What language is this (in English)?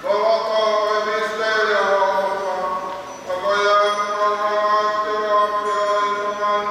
Tongan